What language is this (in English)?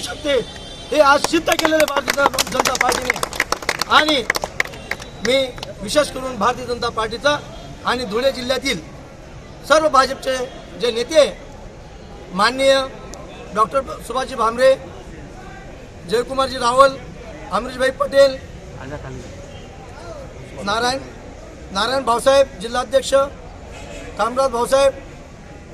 Marathi